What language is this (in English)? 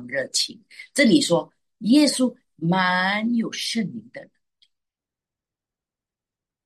Chinese